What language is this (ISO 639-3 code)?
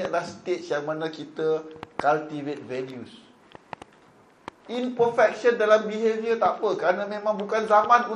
msa